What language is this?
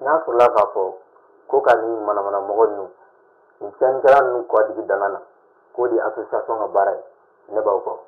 Bambara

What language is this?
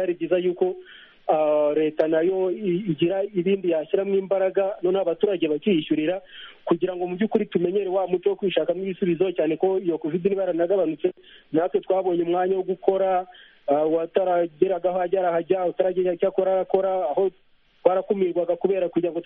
Kinyarwanda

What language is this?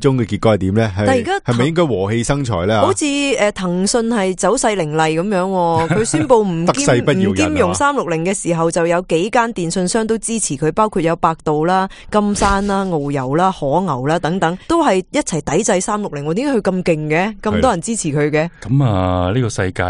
Cantonese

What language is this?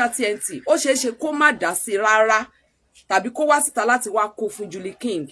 Yoruba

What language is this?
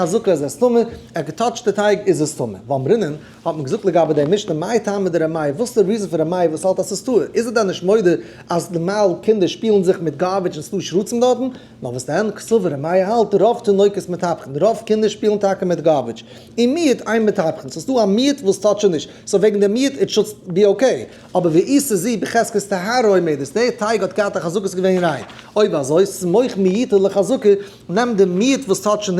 Yiddish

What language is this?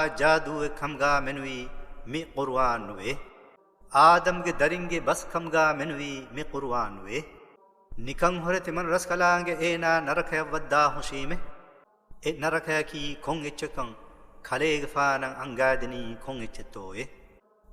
Divehi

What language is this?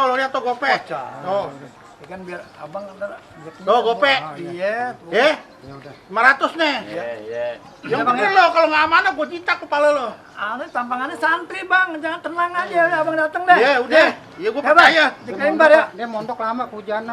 Betawi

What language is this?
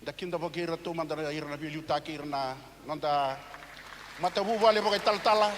Fijian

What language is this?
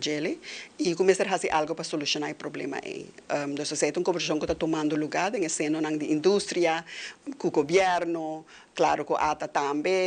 Papiamento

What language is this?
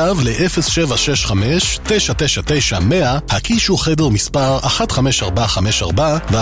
Hebrew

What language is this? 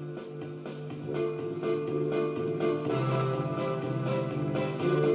Greek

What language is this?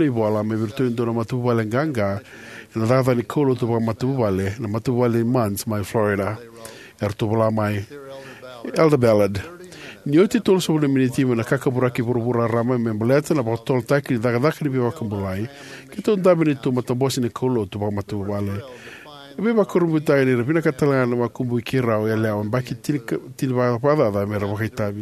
Fijian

